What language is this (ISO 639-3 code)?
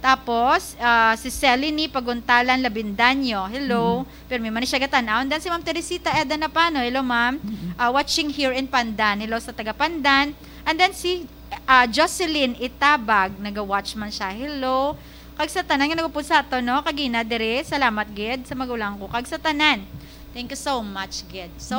hil